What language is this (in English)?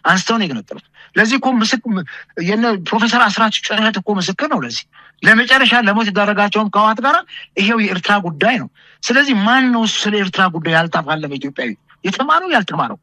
Amharic